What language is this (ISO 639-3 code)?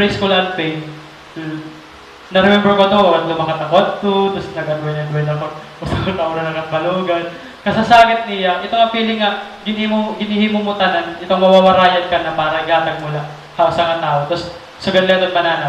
war